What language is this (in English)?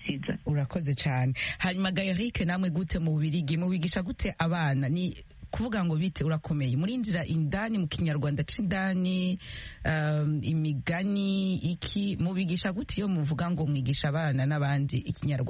Kinyarwanda